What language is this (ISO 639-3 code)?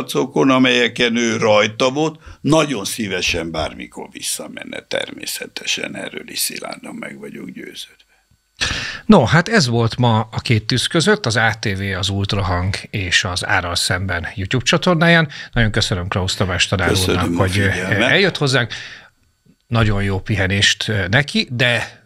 hun